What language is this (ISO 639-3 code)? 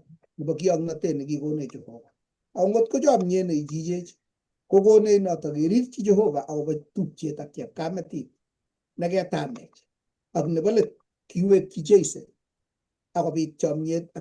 kln